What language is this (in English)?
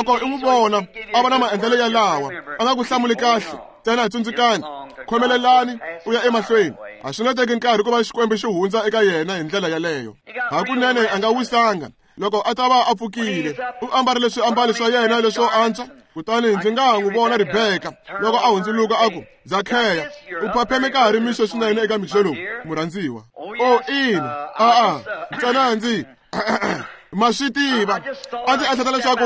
Tsonga